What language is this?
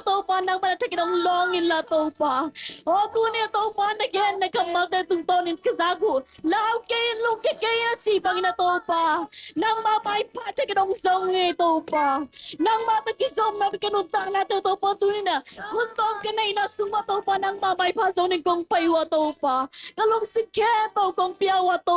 Tedim Chin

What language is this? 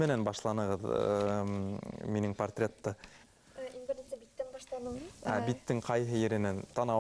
Bashkir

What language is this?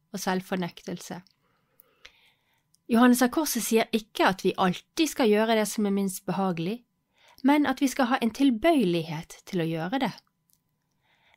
Norwegian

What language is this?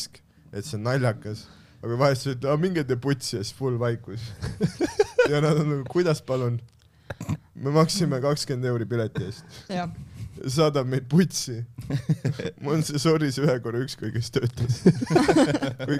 Estonian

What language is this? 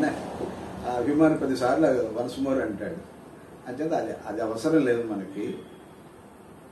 Telugu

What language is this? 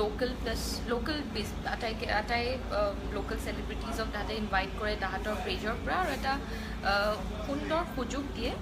Assamese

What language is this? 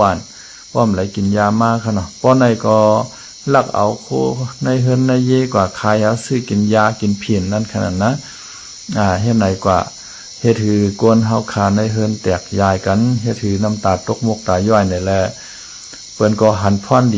Shan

